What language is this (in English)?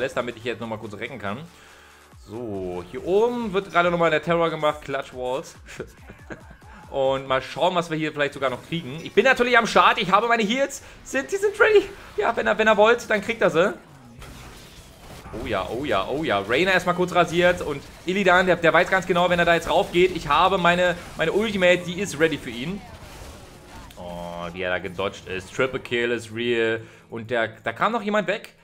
German